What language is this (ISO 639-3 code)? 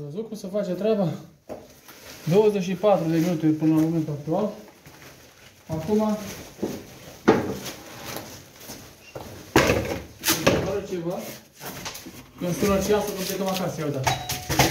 ron